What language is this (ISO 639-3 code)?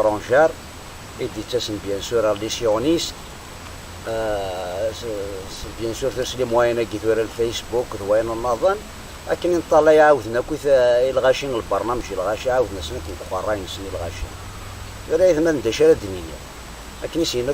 kab